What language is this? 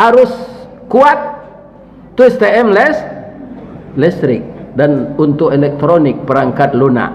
Minangkabau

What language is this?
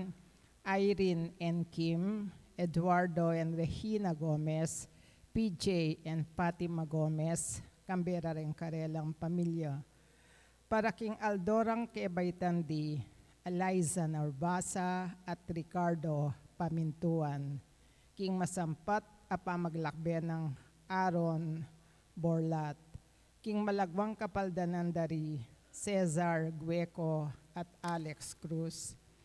Pampanga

